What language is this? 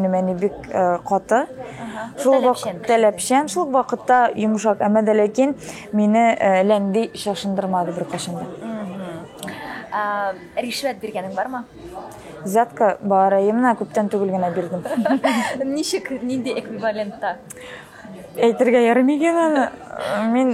Tatar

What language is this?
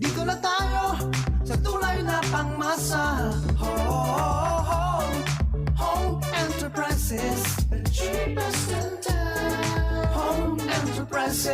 Bikol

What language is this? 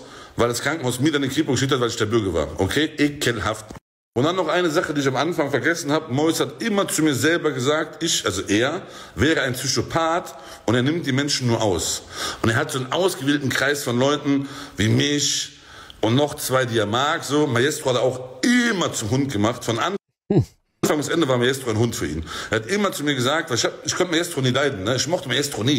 German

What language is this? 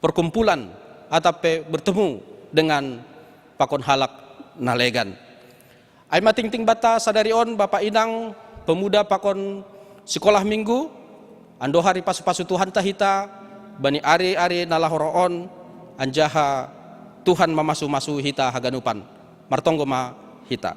Batak Simalungun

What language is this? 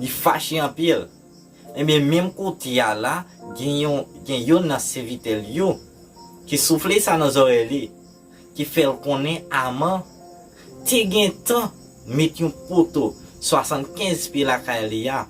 Haitian Creole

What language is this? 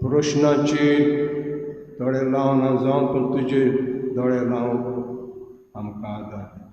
Konkani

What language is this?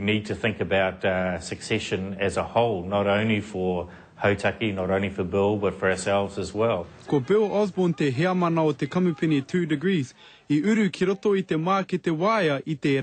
Māori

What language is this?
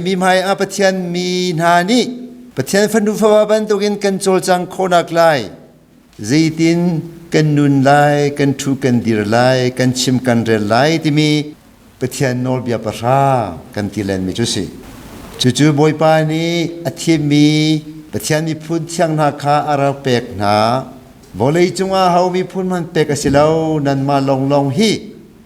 Hakha Chin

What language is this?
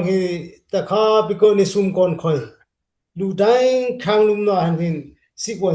Dimasa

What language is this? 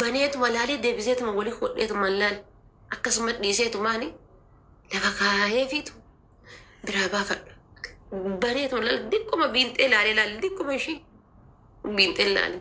Oromo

